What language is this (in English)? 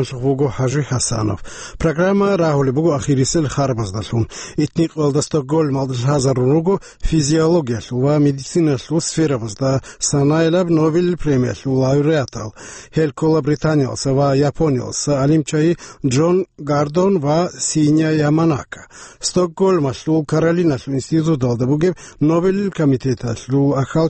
Avaric